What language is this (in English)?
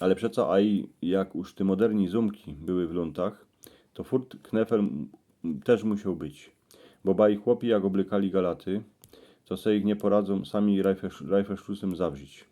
Silesian